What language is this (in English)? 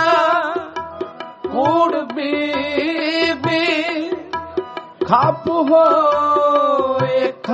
Punjabi